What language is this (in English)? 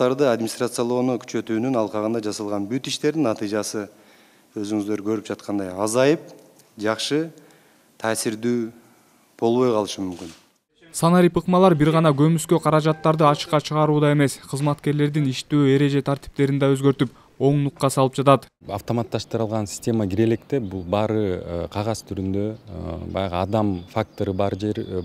Kyrgyz